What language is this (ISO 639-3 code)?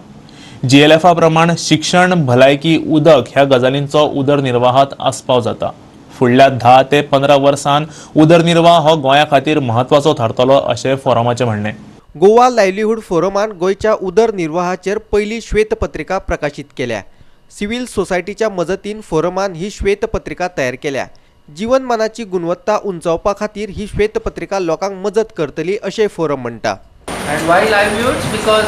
kok